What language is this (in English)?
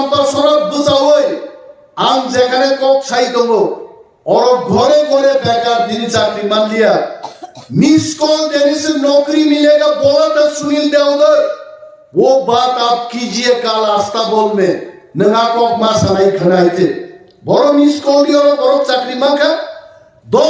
Kok Borok